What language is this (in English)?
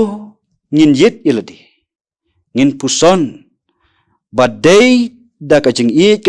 Khasi